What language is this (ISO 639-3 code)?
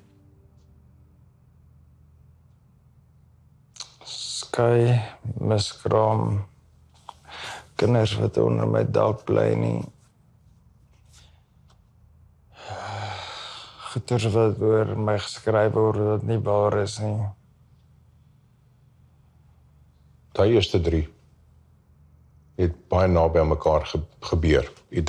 afr